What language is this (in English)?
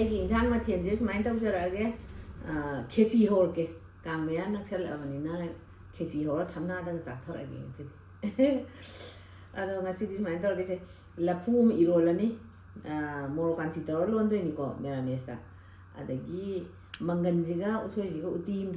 Manipuri